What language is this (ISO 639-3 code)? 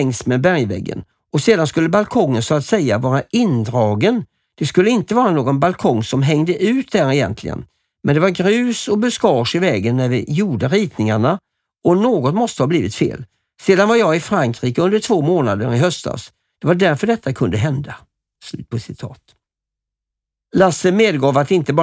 swe